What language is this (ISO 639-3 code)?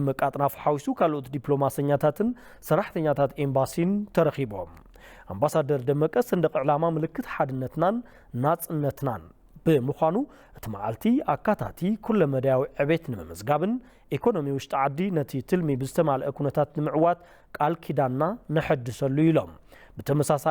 tir